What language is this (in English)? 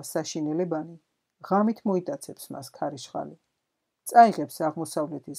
Georgian